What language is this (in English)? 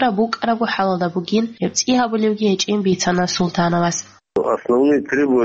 Avaric